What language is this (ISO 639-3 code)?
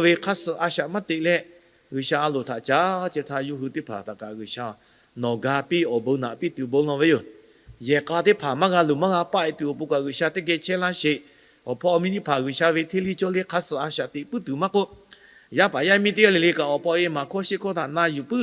lhu